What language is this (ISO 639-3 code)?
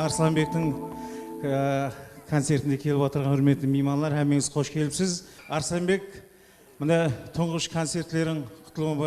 kaa